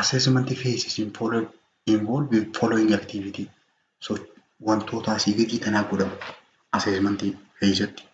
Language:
Oromo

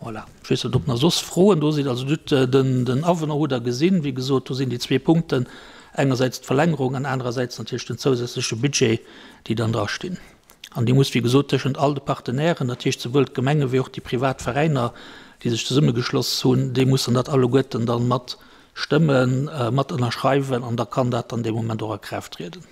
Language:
Luxembourgish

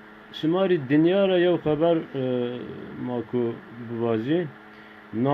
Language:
Zaza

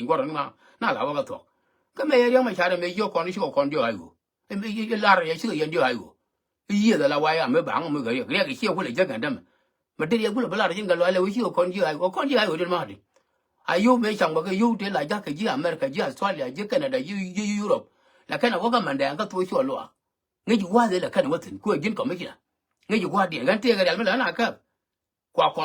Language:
Nuer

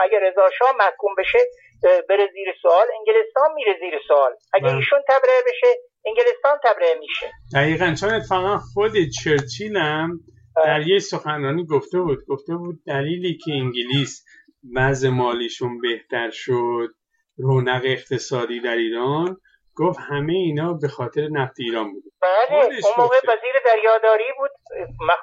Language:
Persian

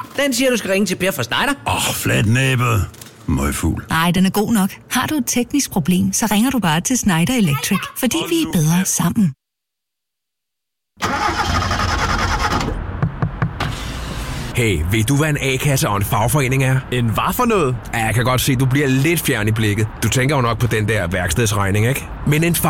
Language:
Danish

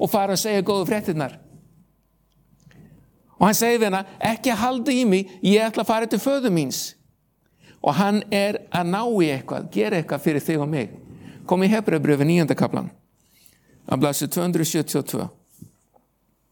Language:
Icelandic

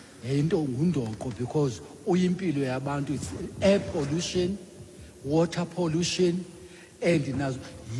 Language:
Xhosa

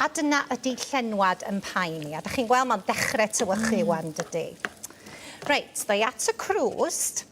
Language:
Welsh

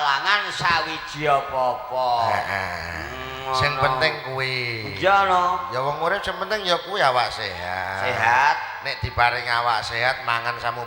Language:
Javanese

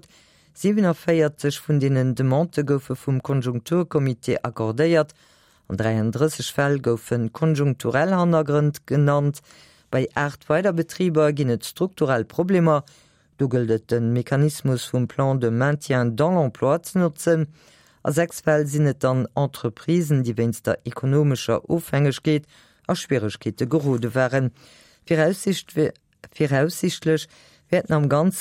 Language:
Luxembourgish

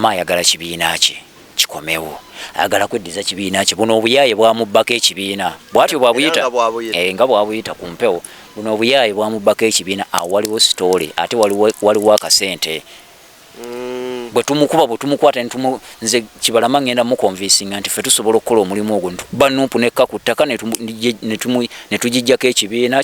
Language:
Ganda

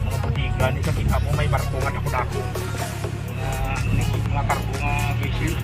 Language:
Hiligaynon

